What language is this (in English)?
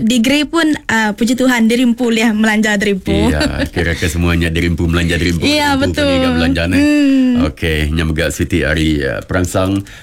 Iban